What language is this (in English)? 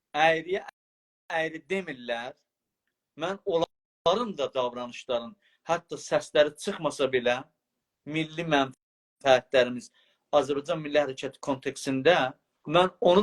South Azerbaijani